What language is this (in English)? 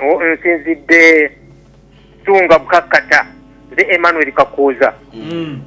Ganda